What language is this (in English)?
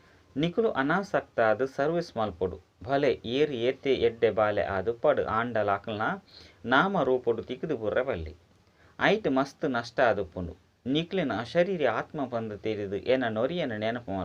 Tulu